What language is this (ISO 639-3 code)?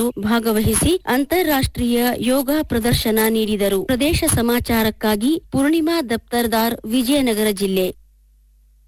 kan